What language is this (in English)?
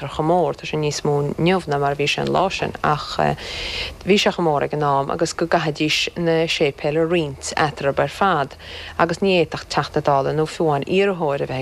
Irish